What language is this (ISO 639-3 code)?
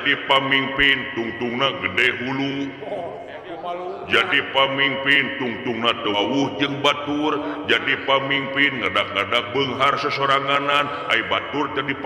sun